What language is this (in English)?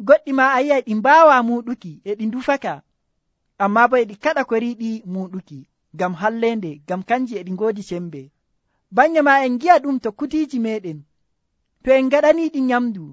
Nigerian Fulfulde